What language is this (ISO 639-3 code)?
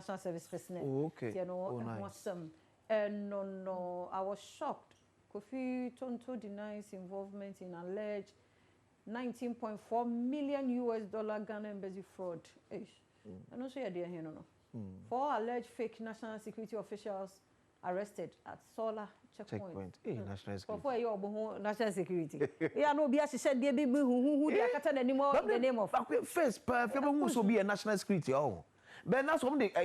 aka